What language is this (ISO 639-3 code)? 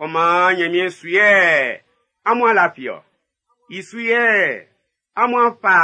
bci